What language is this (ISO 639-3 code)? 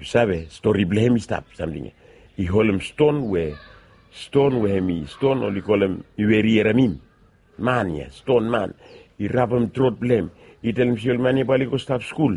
bis